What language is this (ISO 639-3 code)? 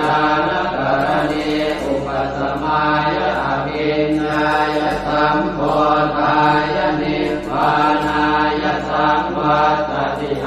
pli